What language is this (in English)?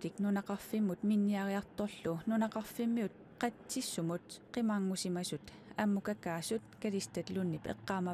Kalaallisut